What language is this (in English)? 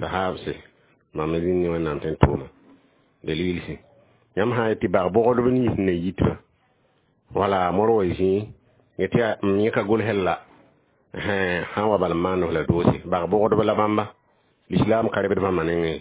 Mossi